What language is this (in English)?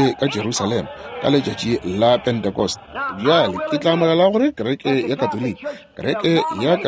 Northern Sotho